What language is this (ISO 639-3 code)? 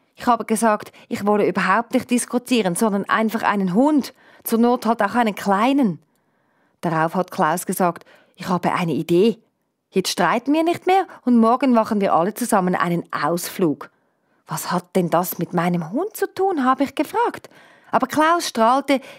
gsw